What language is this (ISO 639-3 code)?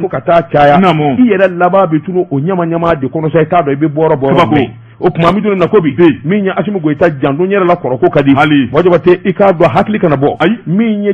bam